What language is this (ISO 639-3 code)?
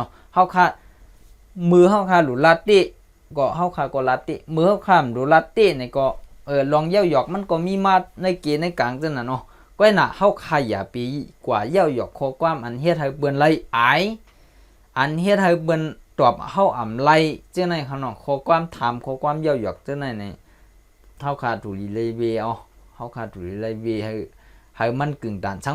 shn